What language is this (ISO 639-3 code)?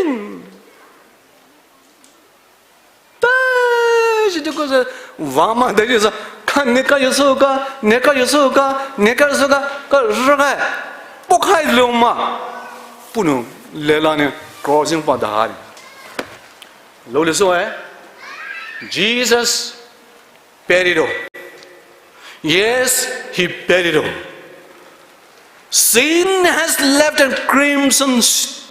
pmx